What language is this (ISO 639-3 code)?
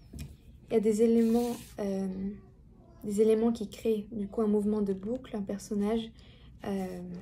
fra